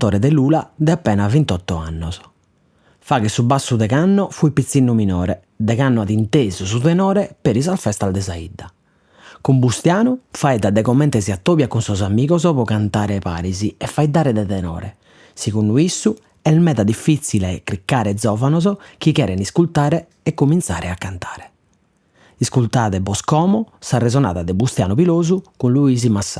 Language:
Sardinian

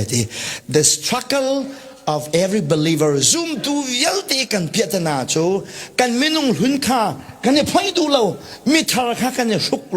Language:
Hakha Chin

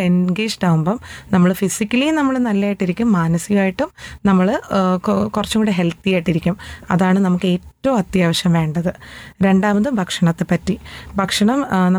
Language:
Malayalam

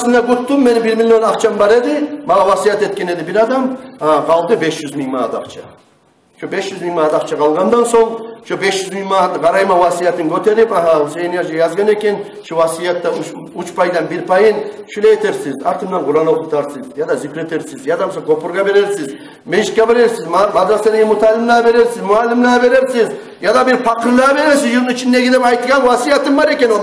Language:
Kumyk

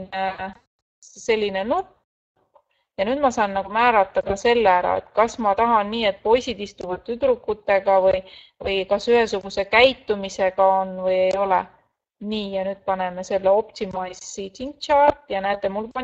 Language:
Estonian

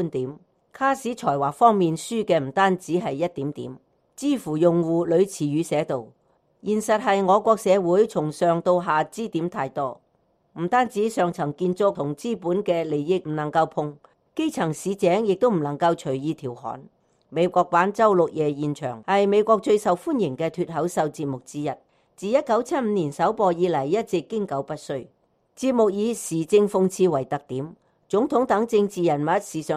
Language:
Cantonese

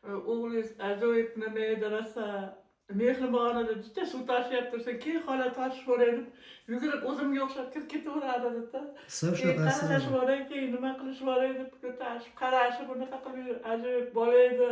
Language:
Uzbek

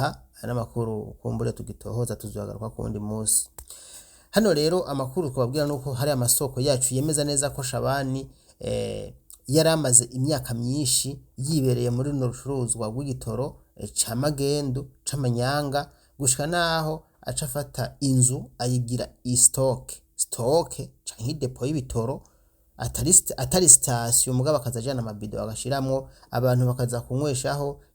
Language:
Rundi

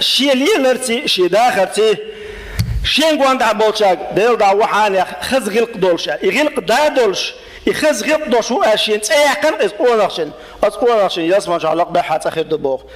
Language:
Chechen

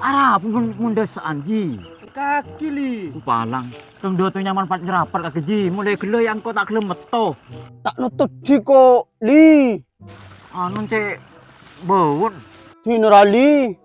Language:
Madurese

